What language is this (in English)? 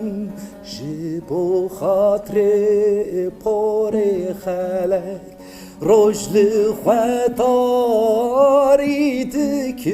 Kurdish